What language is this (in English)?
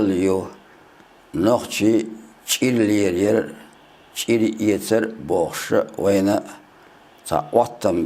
Chechen